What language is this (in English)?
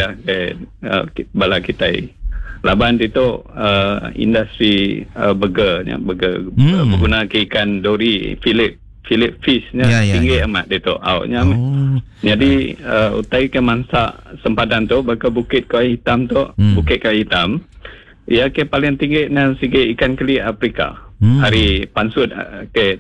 Iban